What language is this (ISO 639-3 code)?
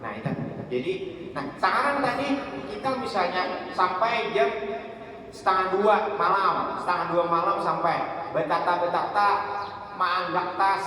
bjn